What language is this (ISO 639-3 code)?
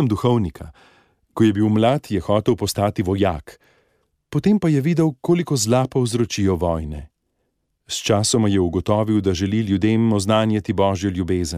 slv